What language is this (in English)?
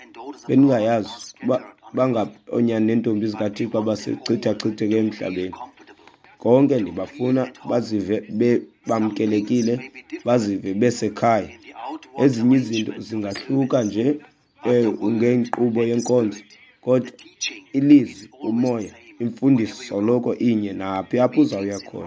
Xhosa